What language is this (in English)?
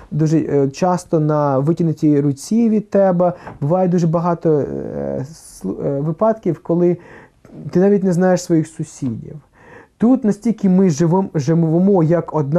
Ukrainian